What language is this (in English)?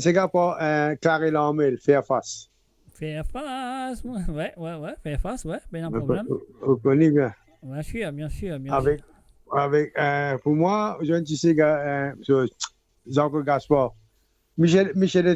Morisyen